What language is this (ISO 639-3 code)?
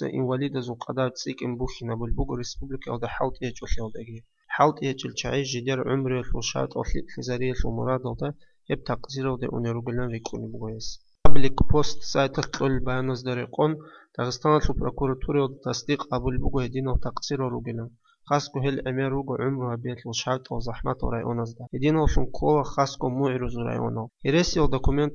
ava